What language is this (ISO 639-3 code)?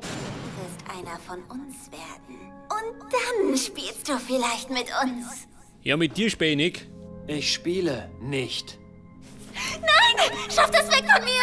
bar